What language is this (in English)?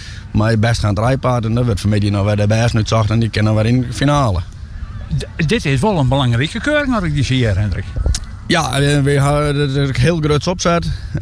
Western Frisian